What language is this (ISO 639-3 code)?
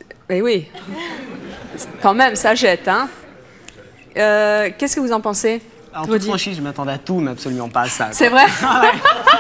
fra